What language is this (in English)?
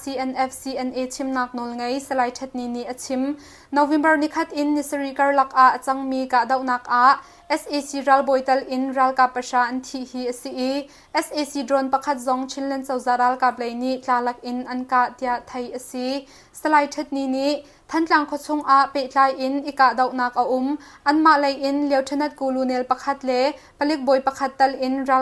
Hakha Chin